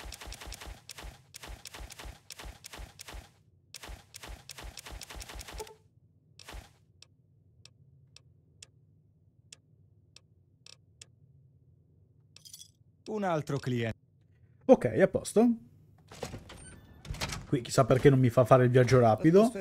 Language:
Italian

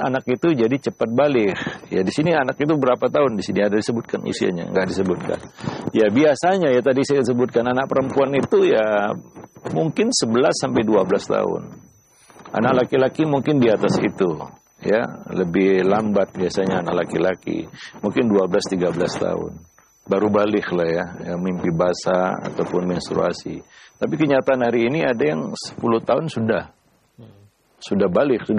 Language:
Indonesian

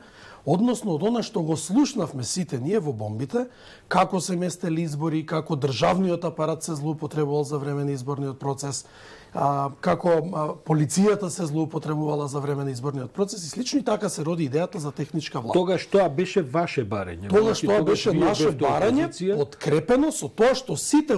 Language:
Macedonian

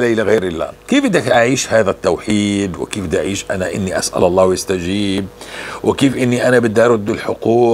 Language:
North Levantine Arabic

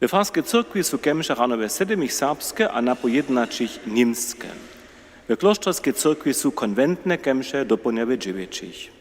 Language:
Upper Sorbian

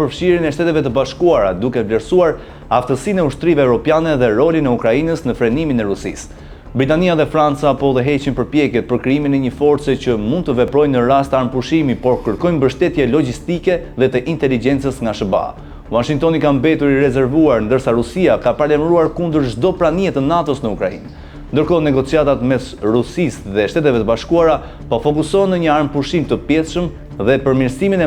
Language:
Albanian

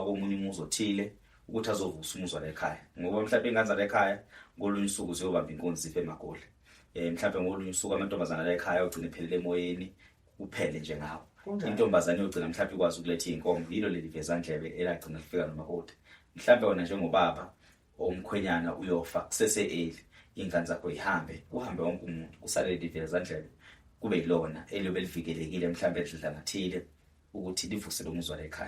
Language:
Zulu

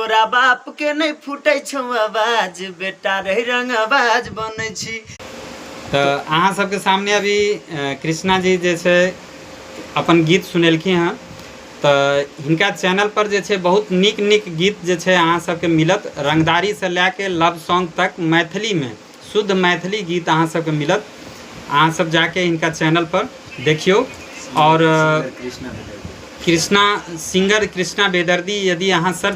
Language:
Maithili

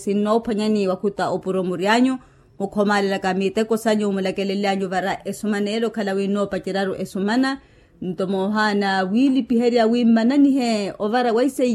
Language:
Makhuwa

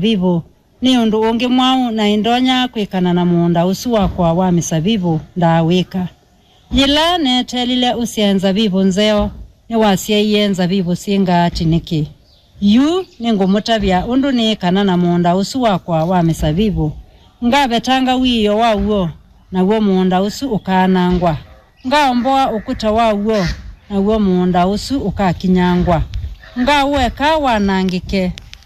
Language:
Kamba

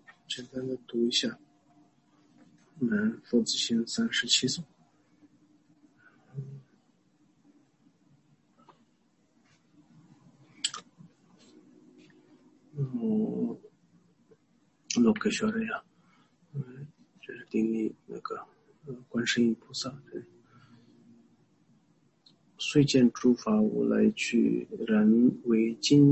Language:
Chinese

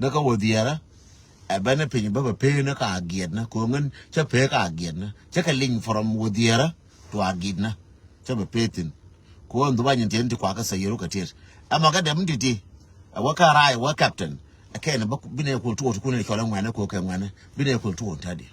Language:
Nuer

